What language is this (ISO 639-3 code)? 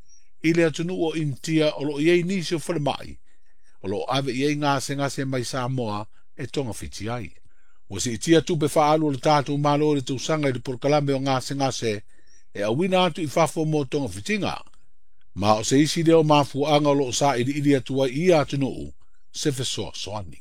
smo